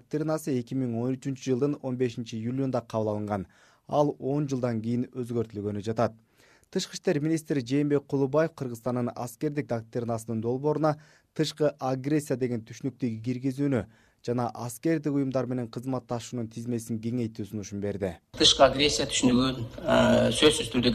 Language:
Kyrgyz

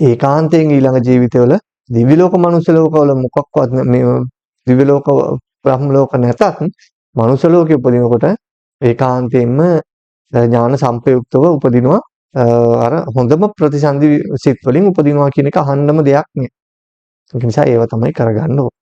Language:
Sinhala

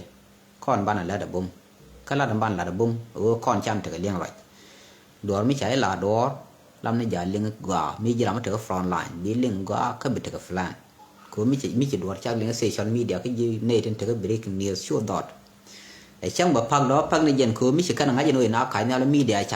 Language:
Nuer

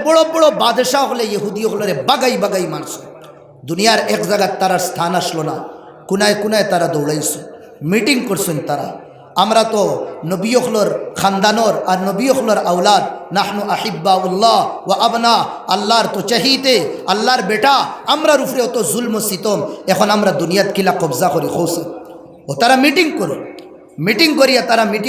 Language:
Sylheti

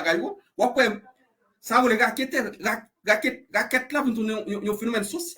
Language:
Haitian Creole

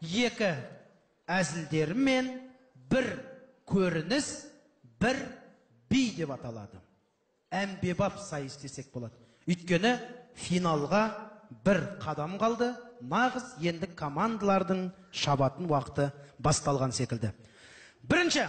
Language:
Kazakh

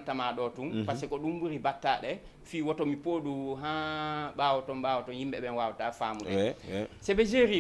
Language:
Fula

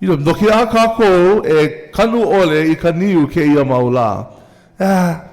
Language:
Hawaiian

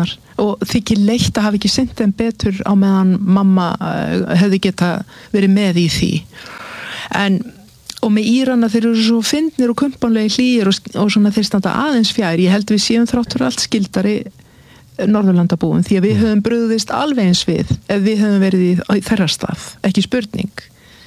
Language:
Icelandic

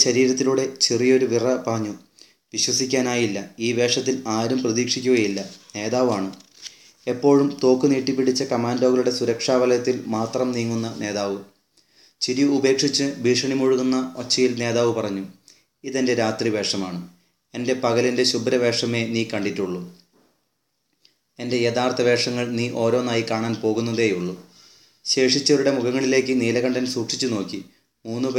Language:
Malayalam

